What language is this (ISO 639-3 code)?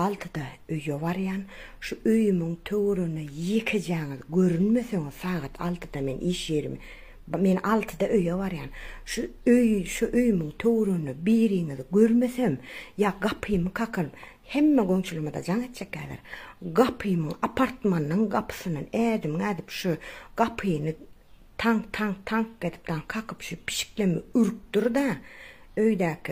tuk